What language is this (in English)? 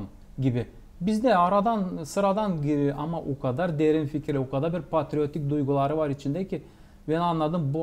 Gagauz